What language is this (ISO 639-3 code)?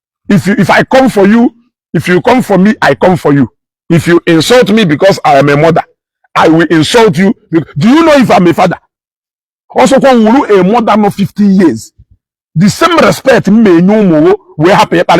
ibo